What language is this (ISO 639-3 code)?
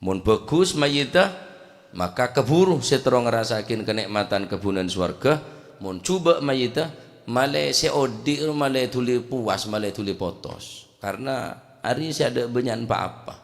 mad